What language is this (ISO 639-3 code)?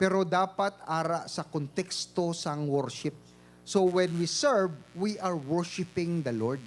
hil